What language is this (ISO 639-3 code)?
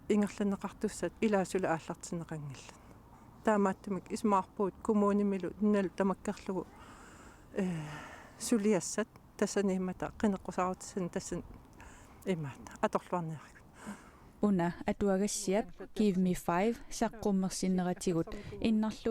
kal